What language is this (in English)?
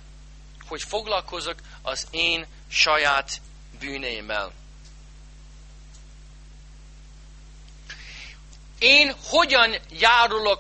Hungarian